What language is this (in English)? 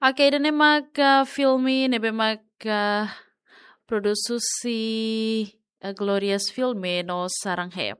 Tetum